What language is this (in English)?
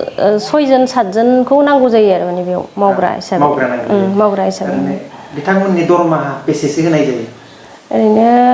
Bodo